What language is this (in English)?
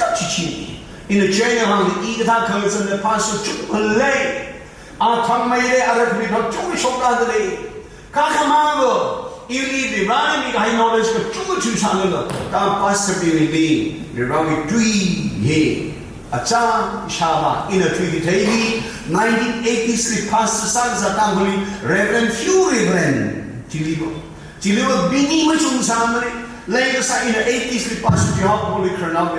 Tangkhul Naga (India)